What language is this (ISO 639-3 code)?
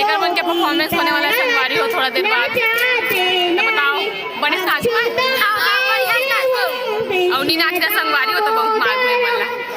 hne